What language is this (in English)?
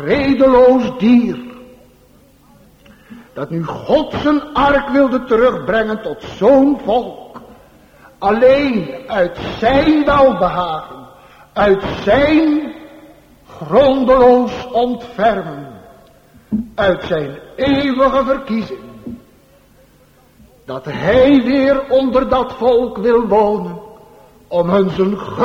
Dutch